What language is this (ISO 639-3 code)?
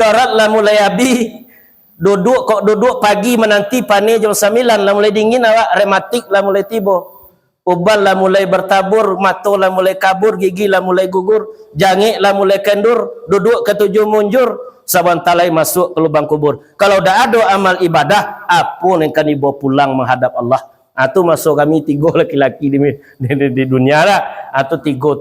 min